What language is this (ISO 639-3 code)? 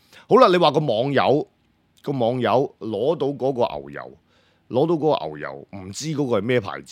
yue